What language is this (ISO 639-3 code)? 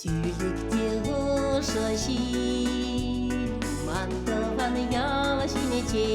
chv